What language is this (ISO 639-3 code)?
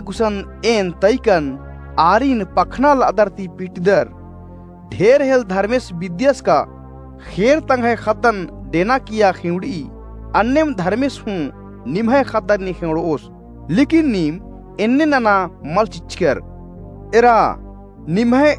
kru